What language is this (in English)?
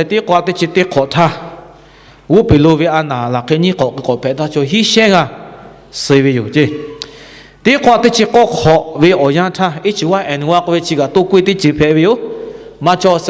Lahu